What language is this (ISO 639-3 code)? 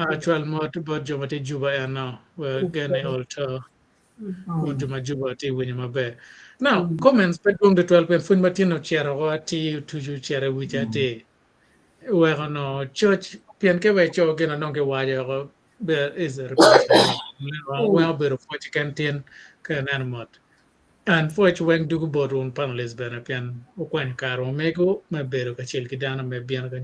ach